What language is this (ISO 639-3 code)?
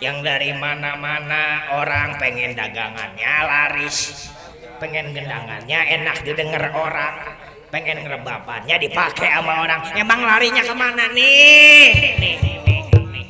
bew